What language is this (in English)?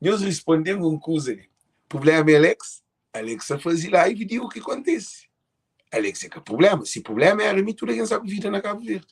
Kabuverdianu